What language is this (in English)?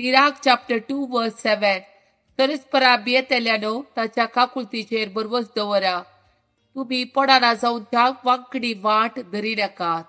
Konkani